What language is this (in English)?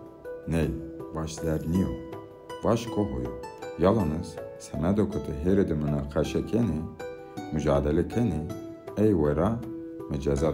Zaza